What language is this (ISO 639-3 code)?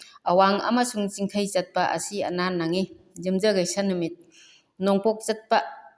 mni